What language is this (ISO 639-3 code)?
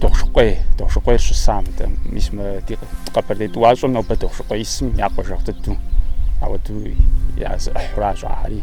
kbd